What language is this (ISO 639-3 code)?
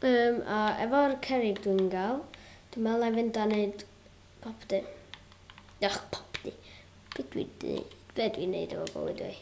cym